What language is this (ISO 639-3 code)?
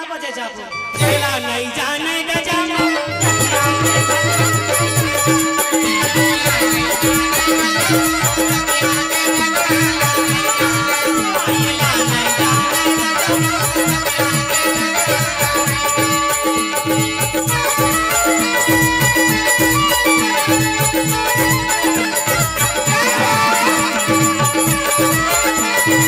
hne